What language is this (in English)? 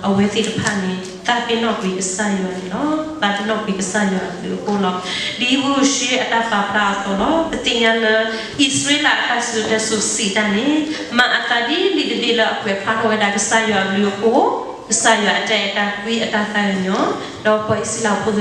S'gaw Karen